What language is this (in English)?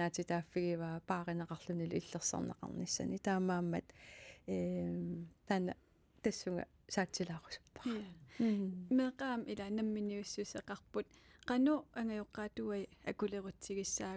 Kalaallisut